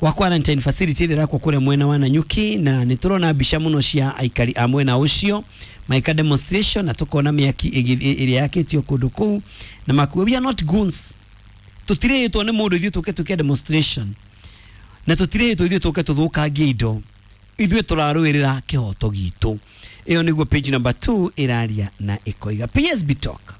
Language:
Kikuyu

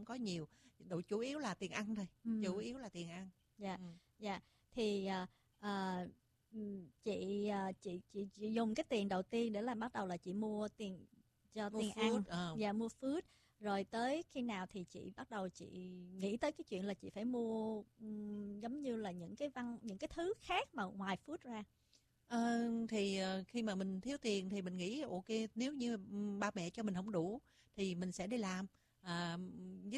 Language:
Vietnamese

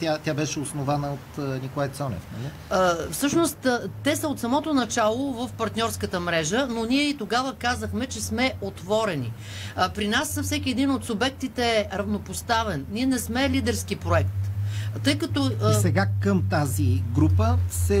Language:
Bulgarian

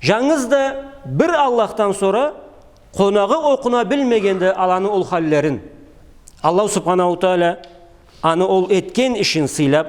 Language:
Karachay-Balkar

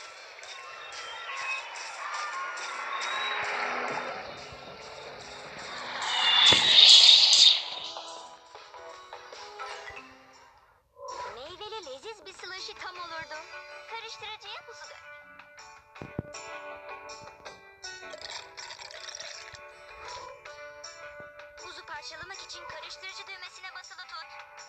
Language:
Turkish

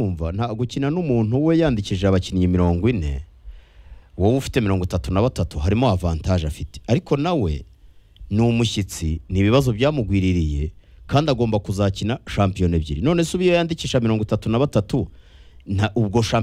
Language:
Kinyarwanda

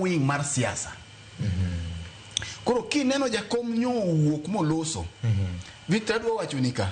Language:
Luo (Kenya and Tanzania)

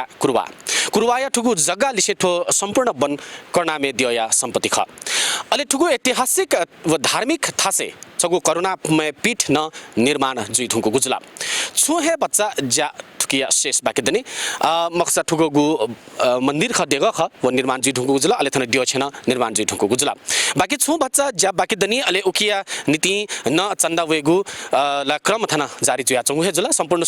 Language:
Newari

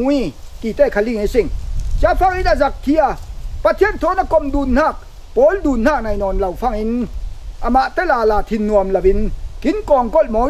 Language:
Falam Chin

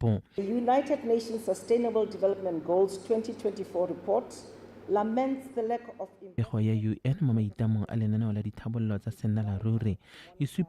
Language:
Tswana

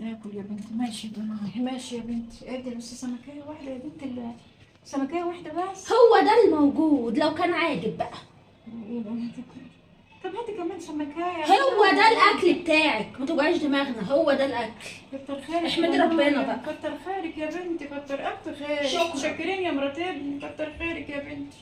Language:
Egyptian Arabic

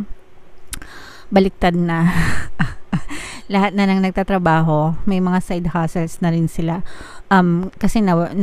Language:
Filipino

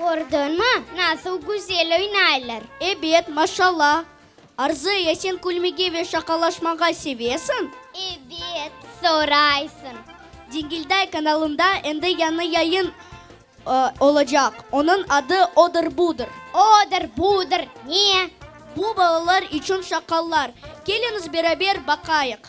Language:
Crimean Tatar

